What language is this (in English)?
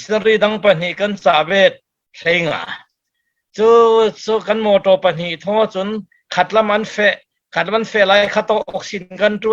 Falam Chin